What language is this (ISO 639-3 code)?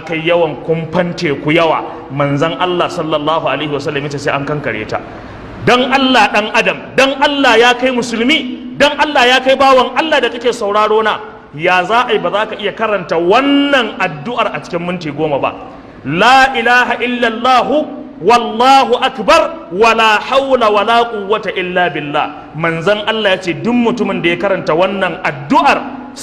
hau